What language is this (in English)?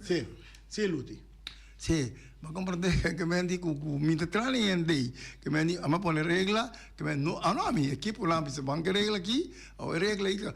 Papiamento